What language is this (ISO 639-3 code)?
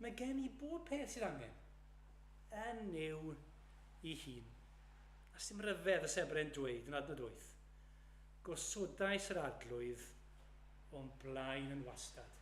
cym